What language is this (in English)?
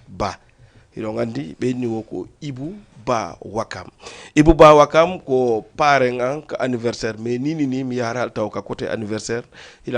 Fula